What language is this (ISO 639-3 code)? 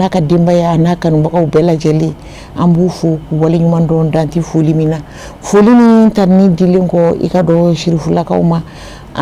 bam